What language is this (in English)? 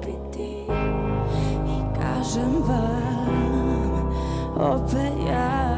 Croatian